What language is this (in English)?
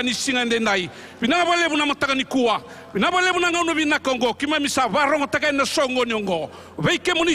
Fijian